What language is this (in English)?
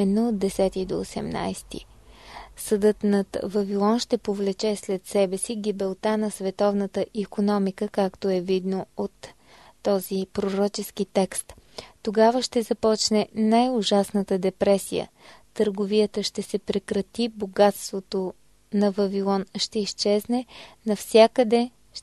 Bulgarian